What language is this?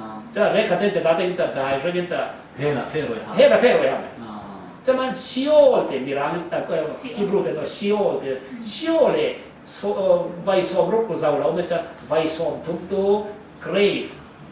Falam Chin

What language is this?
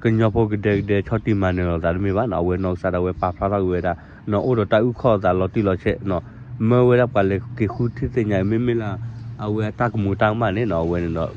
S'gaw Karen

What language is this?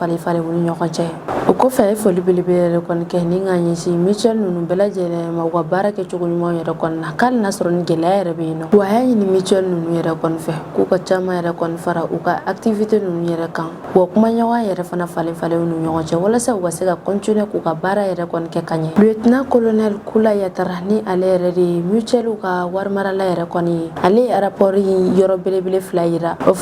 Bambara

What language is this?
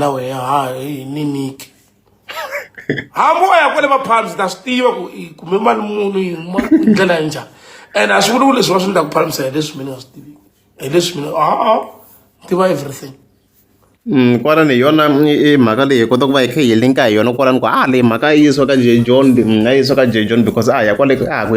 Tsonga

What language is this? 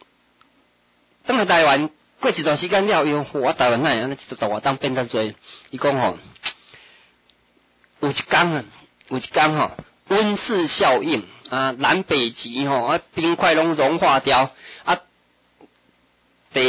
Min Nan Chinese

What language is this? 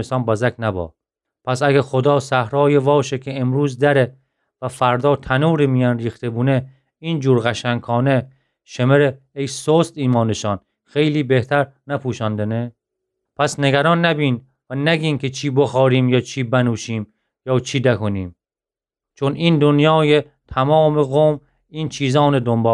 Gilaki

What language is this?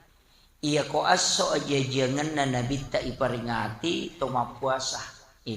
Buginese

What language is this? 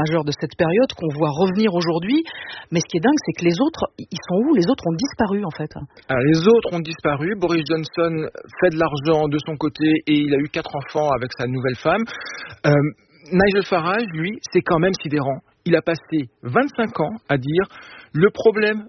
French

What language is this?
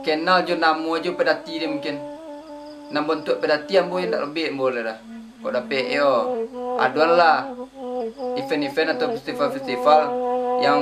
Minangkabau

